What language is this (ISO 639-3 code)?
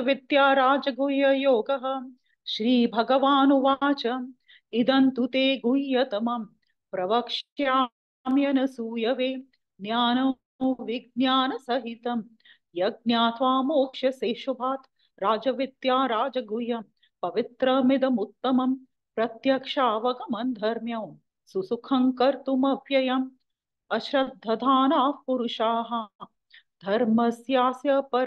san